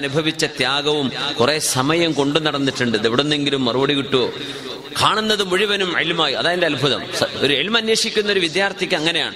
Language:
Malayalam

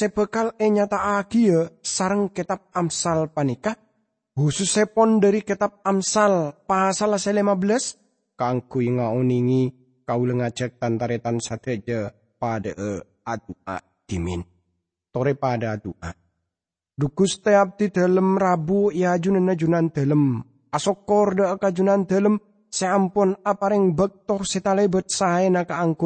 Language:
Madurese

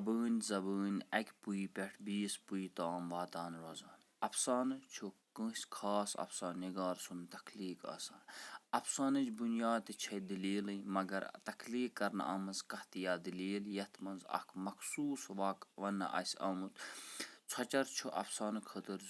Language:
Kashmiri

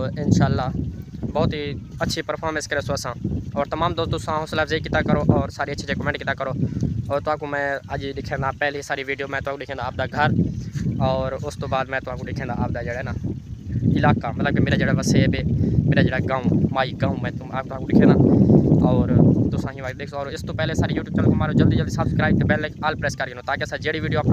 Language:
Saraiki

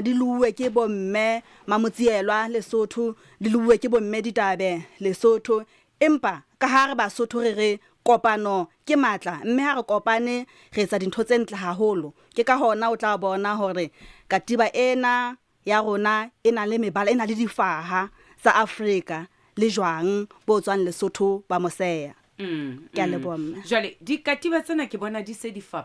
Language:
Southern Sotho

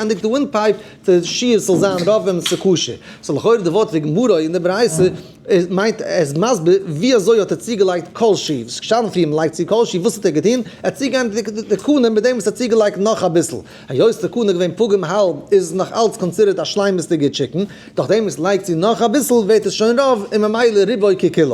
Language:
Yiddish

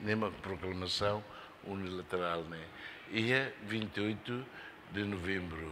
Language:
Tetum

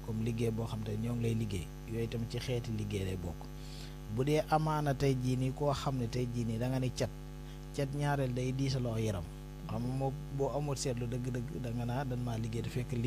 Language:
Wolof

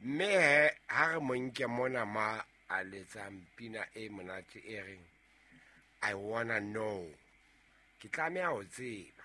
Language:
Southern Sotho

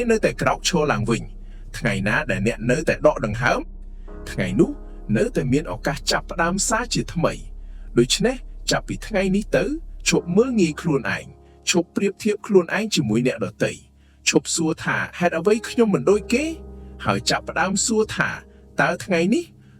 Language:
Khmer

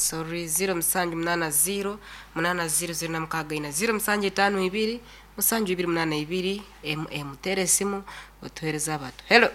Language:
Nyankole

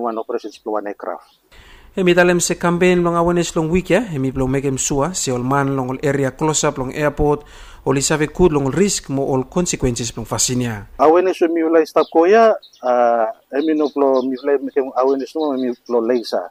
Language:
Bislama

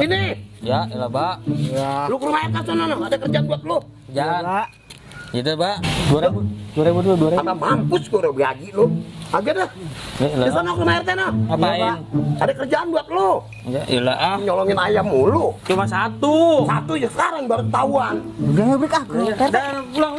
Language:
Betawi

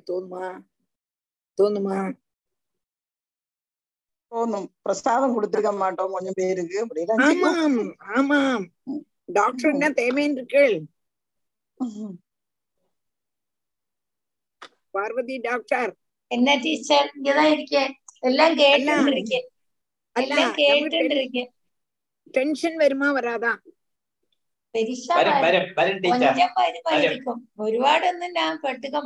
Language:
Tamil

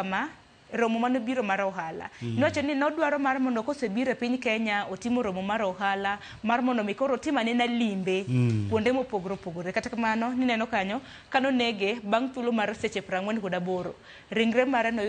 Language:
Luo (Kenya and Tanzania)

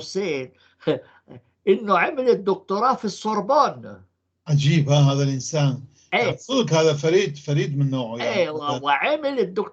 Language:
North Levantine Arabic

